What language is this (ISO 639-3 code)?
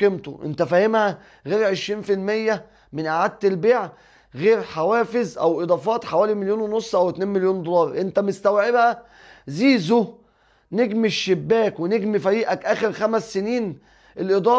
arz